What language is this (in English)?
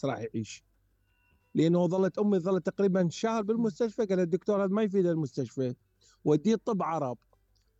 Mesopotamian Arabic